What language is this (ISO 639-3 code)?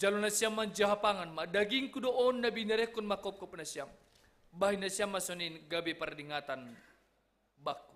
bts